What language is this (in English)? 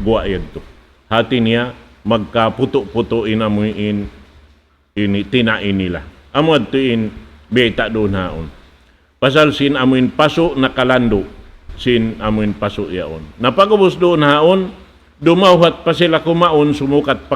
Tausug